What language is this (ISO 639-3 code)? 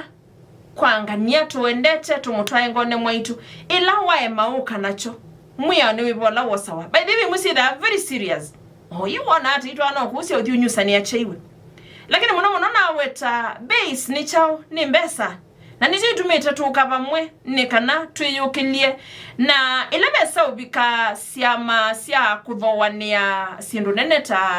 kam